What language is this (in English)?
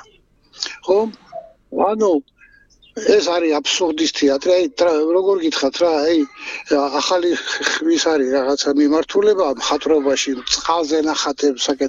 Georgian